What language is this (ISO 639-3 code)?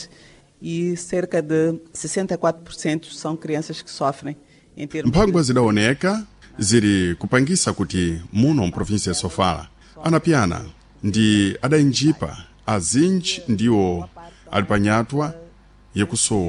seh